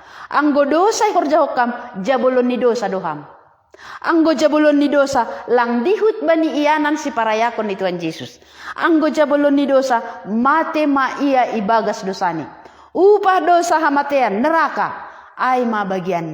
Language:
Batak Simalungun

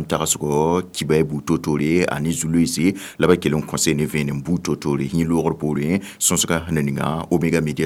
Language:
Mossi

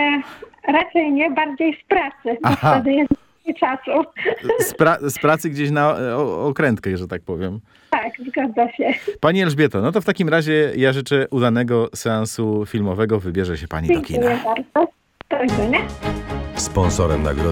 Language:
Polish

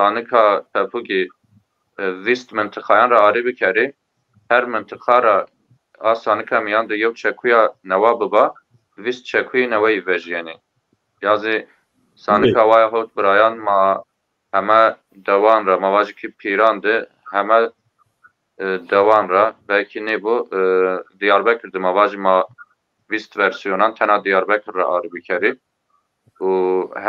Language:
Zaza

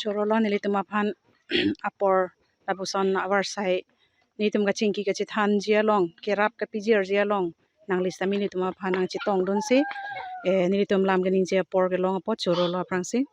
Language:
Karbi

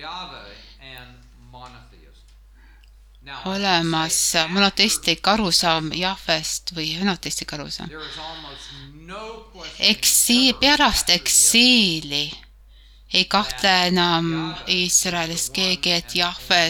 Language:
Estonian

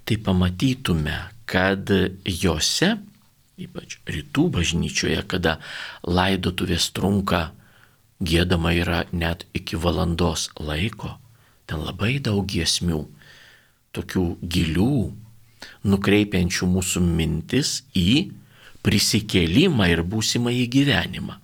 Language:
Lithuanian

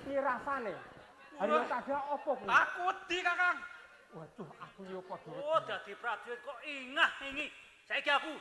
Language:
Javanese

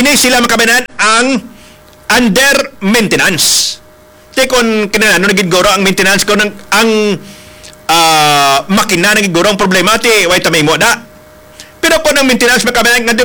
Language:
Hiligaynon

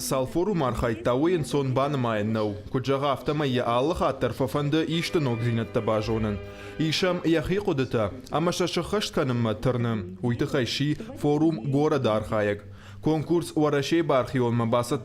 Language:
Ossetic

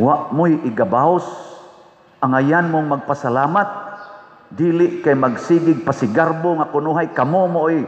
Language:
Cebuano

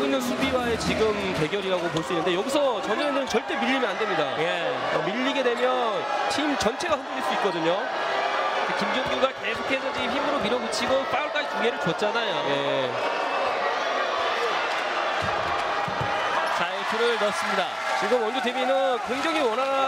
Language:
Korean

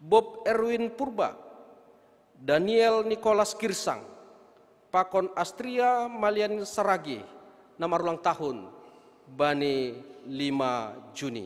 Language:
Batak Simalungun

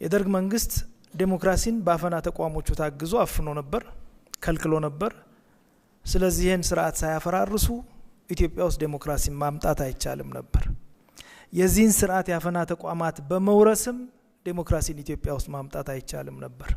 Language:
Amharic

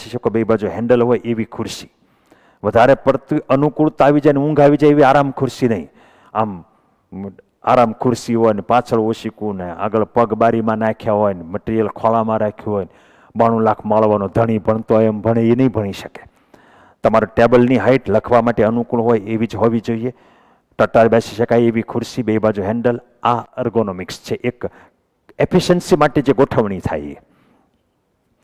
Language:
Gujarati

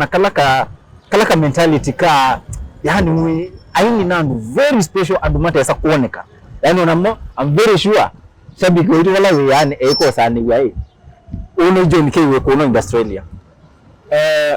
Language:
Kamba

